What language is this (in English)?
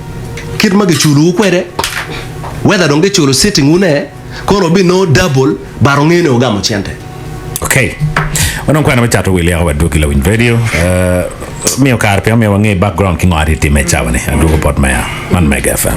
Acoli